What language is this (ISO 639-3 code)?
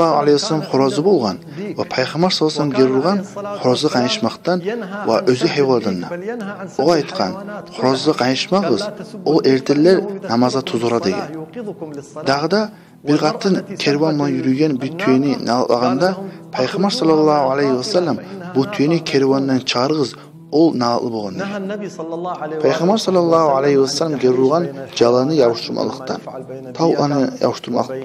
kum